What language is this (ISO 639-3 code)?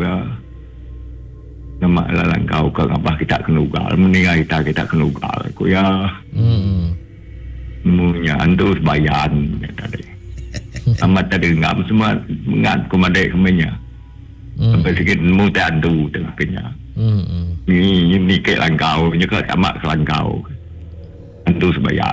iba